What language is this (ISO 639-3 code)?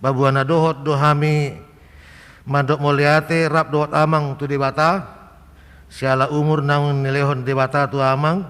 bbc